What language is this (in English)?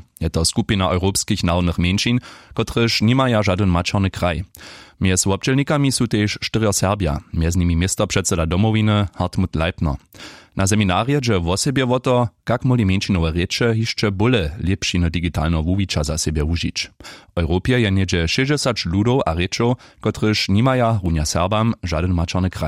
Upper Sorbian